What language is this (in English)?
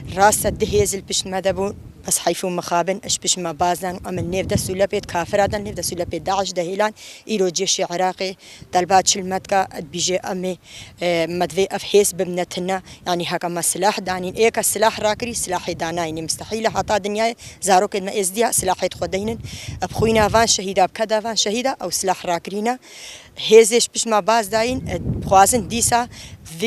Kurdish